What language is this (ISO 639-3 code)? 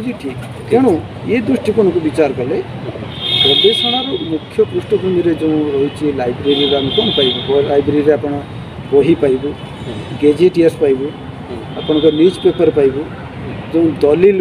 ori